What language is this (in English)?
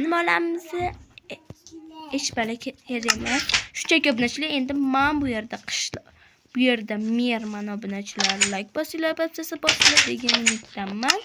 Uzbek